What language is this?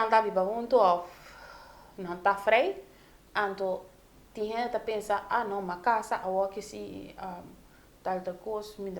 Papiamento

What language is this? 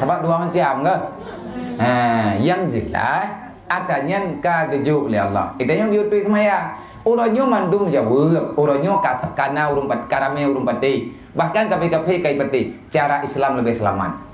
Achinese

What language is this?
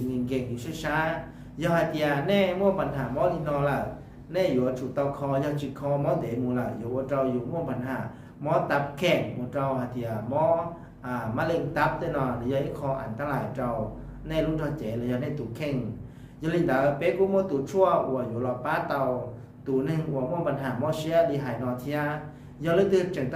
Hmong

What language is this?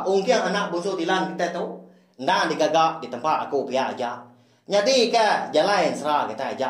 Iban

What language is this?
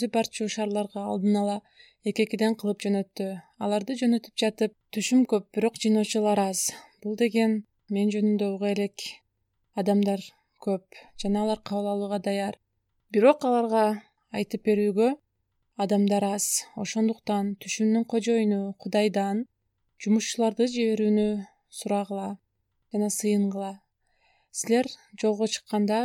Kyrgyz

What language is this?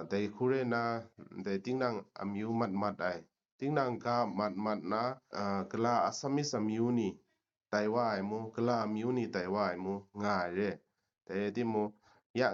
Kachin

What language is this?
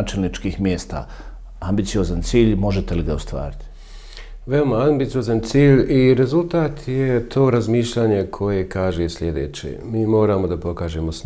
Bosnian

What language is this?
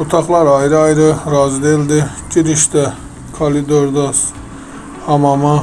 Azerbaijani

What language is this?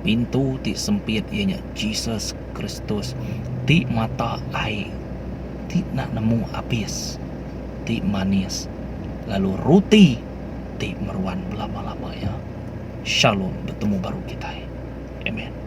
Iban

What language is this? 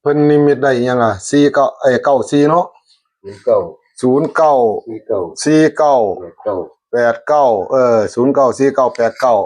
Northeastern Thai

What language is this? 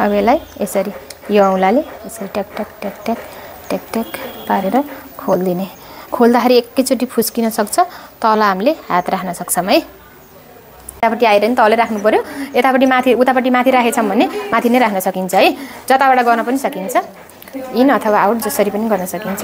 Nepali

